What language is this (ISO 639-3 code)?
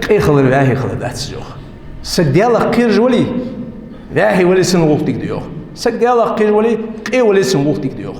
inh